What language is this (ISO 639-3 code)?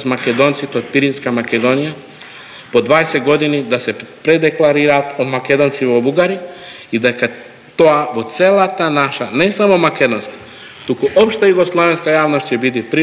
mkd